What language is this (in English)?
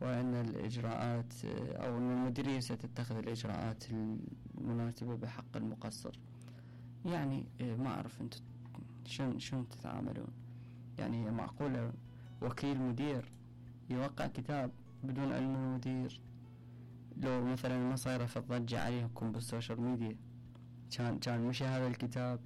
Mesopotamian Arabic